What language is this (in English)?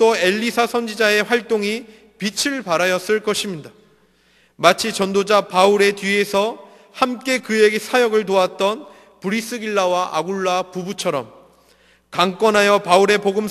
Korean